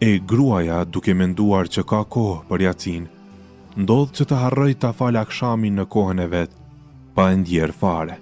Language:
Albanian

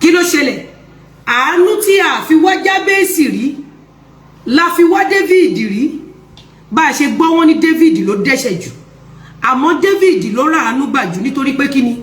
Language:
Yoruba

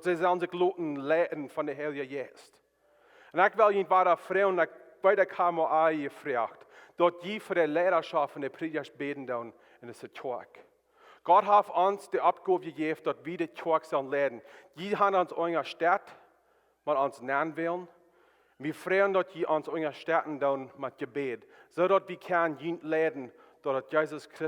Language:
Plautdietsch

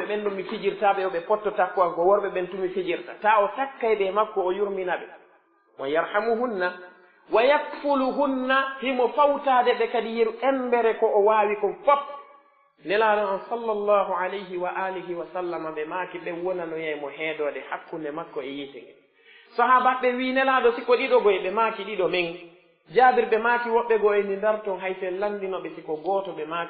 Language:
Pular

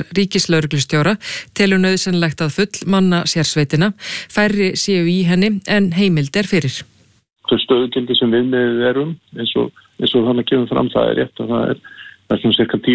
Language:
Icelandic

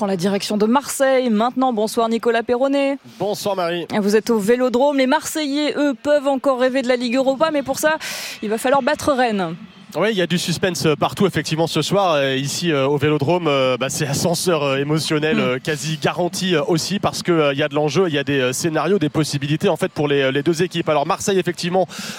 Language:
French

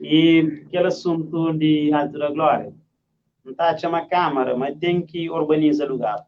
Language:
Kabuverdianu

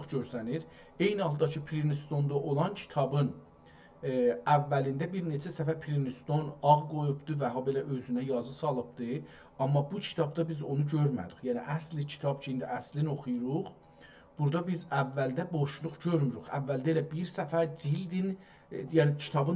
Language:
South Azerbaijani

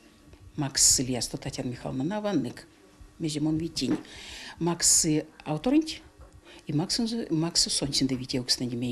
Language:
Erzya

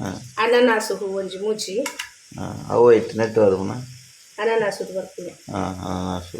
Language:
Tulu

